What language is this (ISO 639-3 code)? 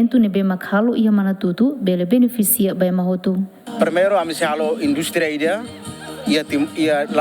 tet